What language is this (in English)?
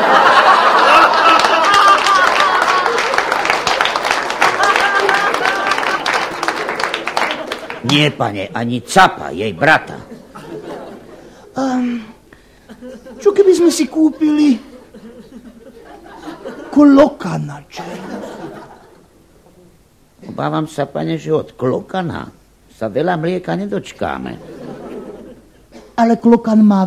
Slovak